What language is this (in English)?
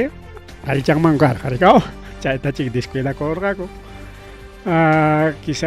Ayacucho Quechua